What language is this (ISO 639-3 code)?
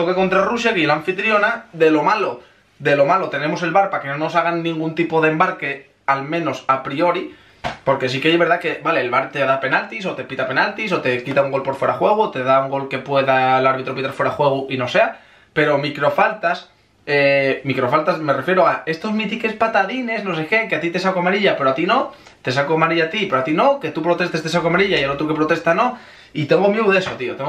spa